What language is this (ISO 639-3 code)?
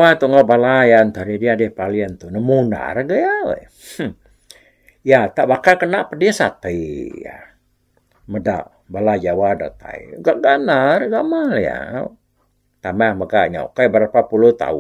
iba